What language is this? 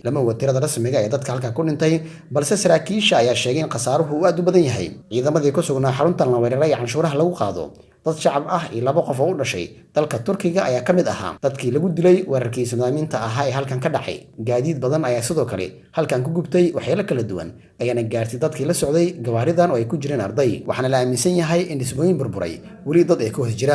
Somali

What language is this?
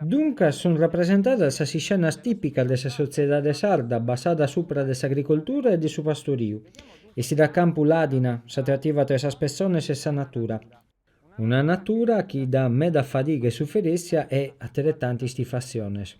Sardinian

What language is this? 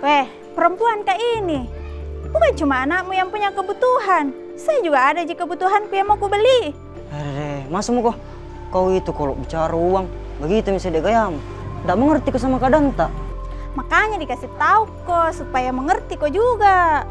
Makassar Malay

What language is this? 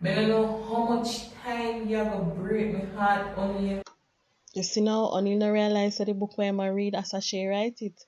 Jamaican Creole English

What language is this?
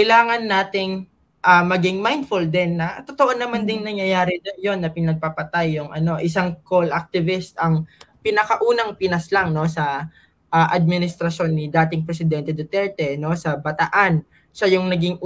Filipino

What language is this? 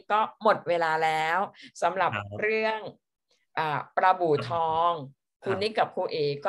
Thai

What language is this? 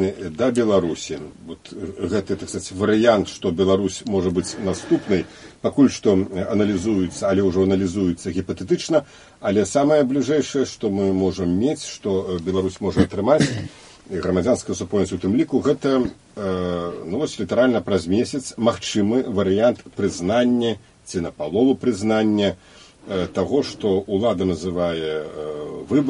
Belarusian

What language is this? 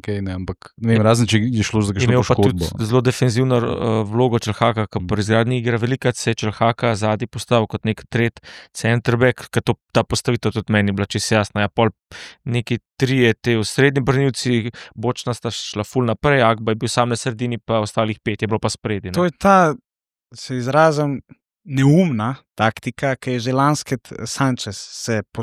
Slovenian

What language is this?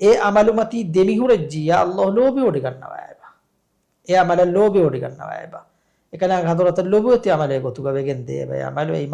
Divehi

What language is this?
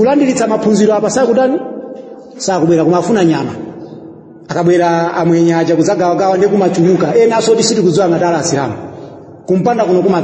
Nyanja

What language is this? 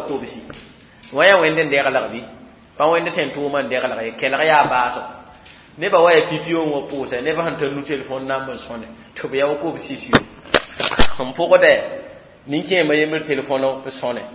Mossi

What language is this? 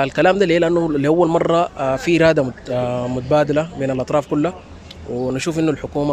Sudanese Arabic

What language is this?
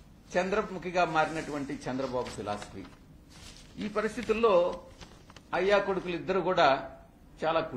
Telugu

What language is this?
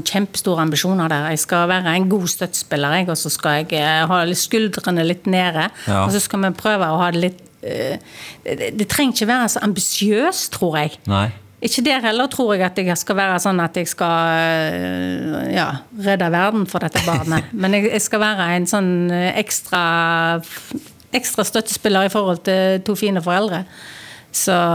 Norwegian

